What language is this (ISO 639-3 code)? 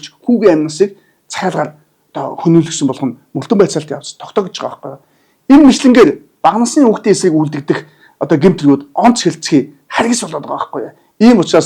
mon